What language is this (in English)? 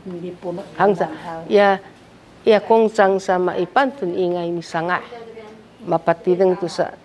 Sakizaya